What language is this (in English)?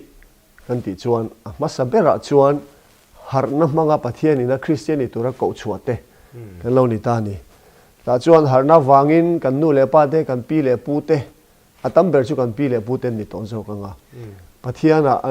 Mizo